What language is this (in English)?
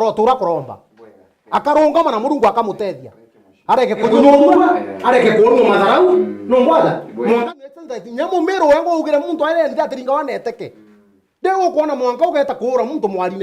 Meru